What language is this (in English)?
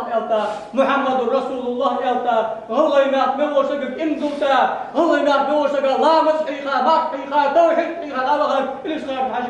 Ingush